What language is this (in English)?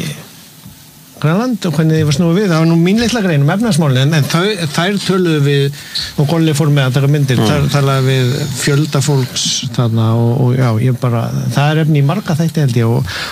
Icelandic